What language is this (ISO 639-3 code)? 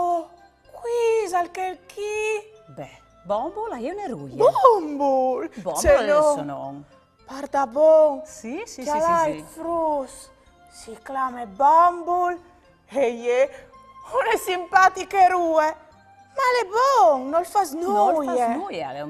fur